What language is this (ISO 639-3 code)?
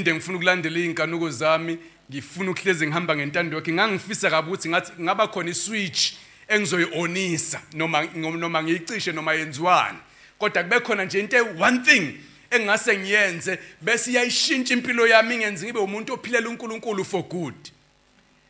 zul